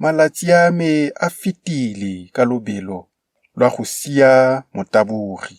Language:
Tswana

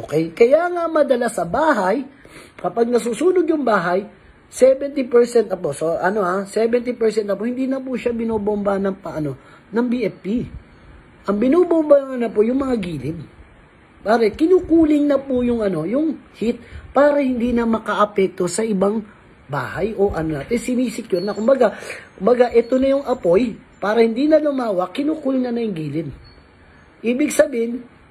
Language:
Filipino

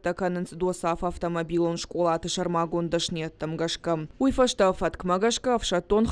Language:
Ossetic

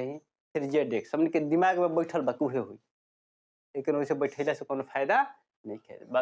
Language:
Bhojpuri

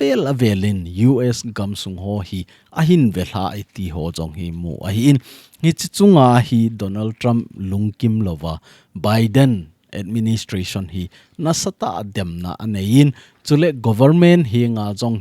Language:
Thado Chin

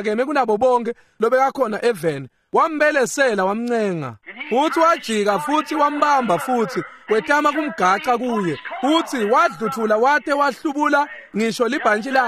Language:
Swati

